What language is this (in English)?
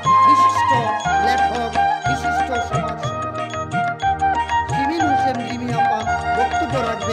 Bangla